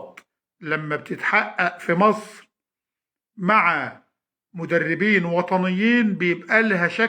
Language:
Egyptian Arabic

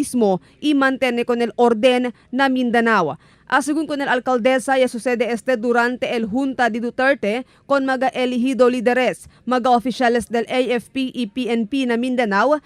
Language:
Chavacano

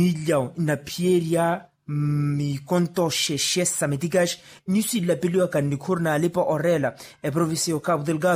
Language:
Makhuwa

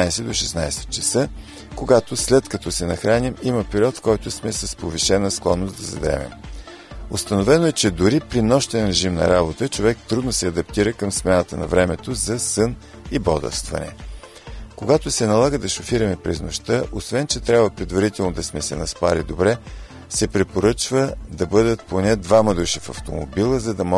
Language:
Bulgarian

